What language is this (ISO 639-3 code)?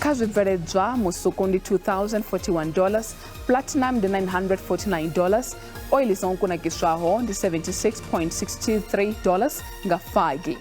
ven